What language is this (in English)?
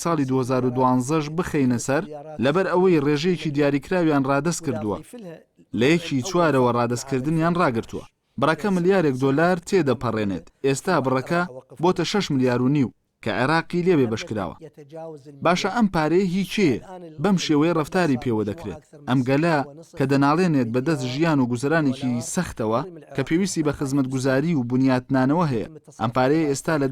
Central Kurdish